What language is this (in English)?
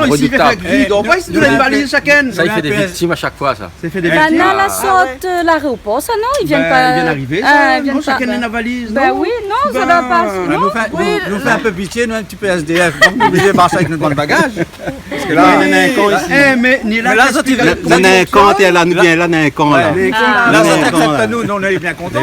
Réunion Creole French